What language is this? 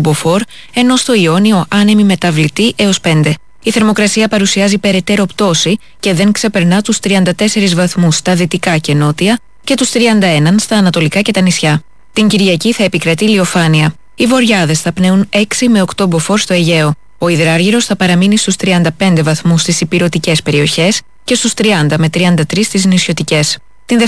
Greek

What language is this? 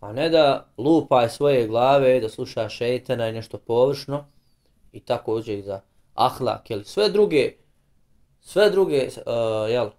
Bosnian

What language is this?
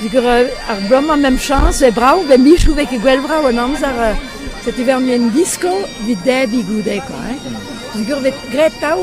Breton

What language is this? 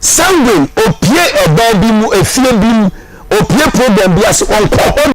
Akan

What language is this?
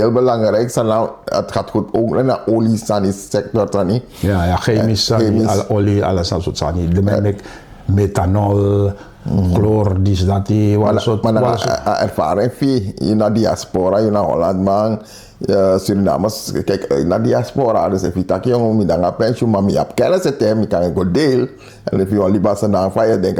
Sranan Tongo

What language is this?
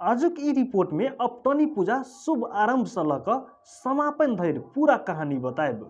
Maithili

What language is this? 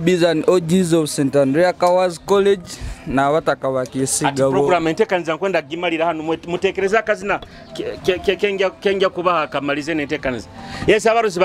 Nyoro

